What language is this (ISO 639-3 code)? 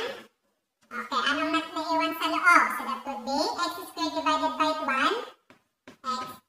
fil